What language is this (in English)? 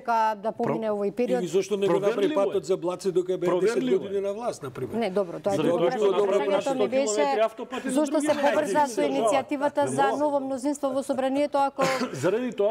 Macedonian